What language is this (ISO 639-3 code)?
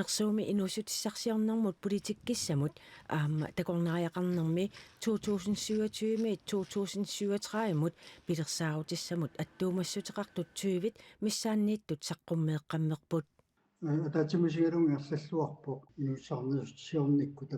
kal